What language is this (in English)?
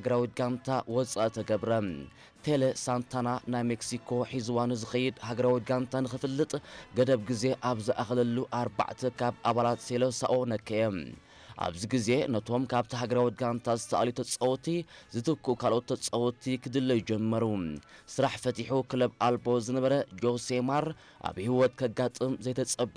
Tigrinya